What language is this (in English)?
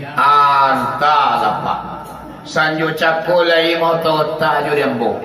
Minangkabau